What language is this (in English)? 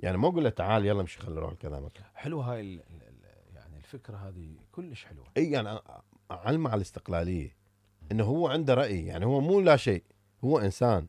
Mesopotamian Arabic